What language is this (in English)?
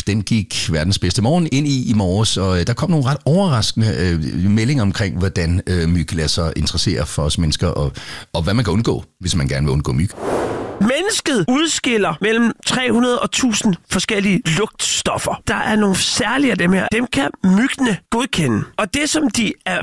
Danish